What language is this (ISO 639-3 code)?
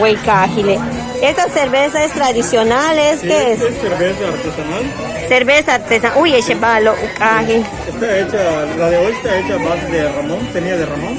yua